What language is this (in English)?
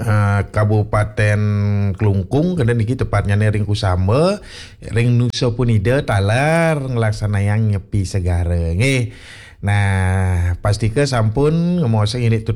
Balinese